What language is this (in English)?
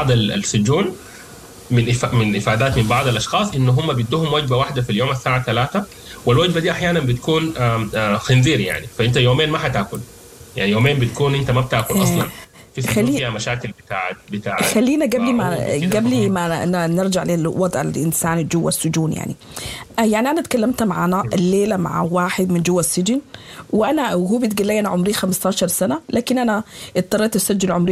Sudanese Arabic